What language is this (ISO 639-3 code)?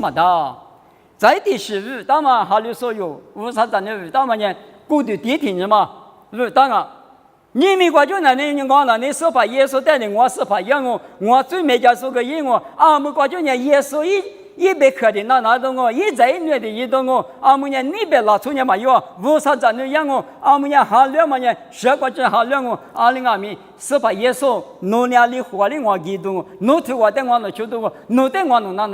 lis